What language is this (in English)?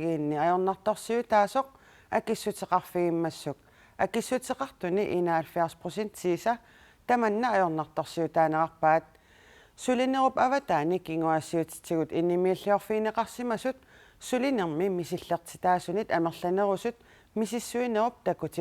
Kalaallisut